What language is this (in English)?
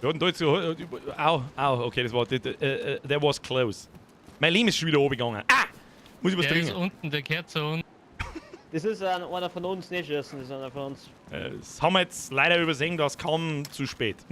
Bavarian